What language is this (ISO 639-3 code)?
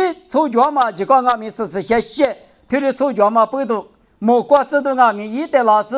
lis